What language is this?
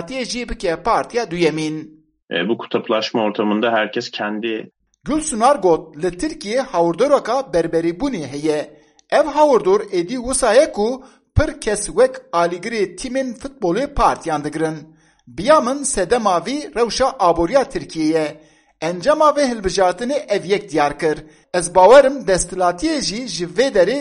Kurdish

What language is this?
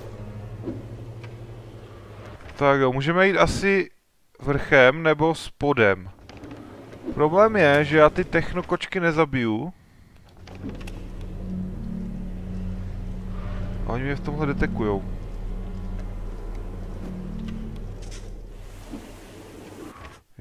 Czech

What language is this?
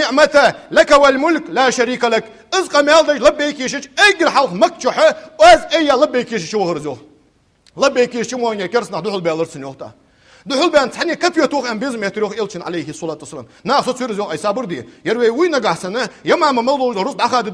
Ingush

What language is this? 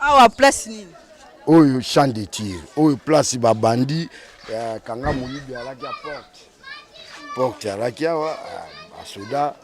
Lingala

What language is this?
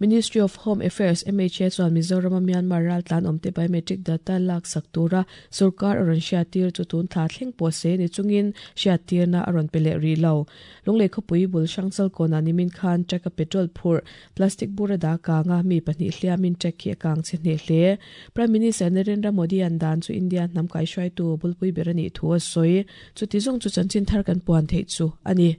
Mizo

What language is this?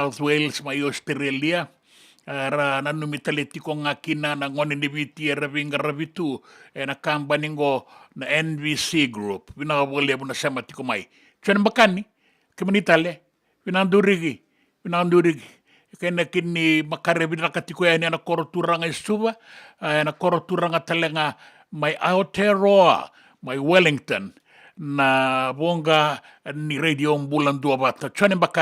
Fijian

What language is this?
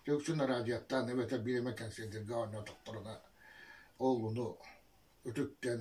Yakut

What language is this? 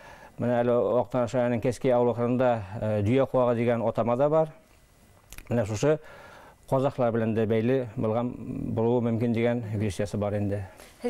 Bashkir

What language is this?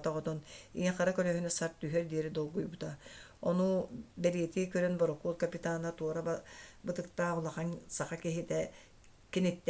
Yakut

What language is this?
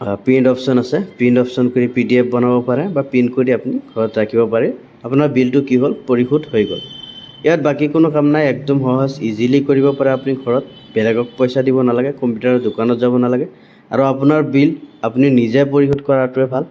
Assamese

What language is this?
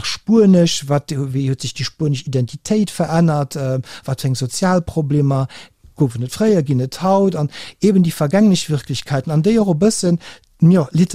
Luxembourgish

